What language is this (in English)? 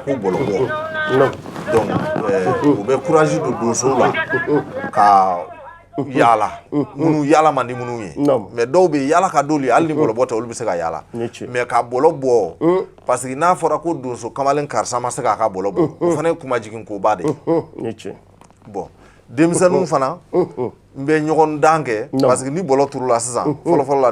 Bambara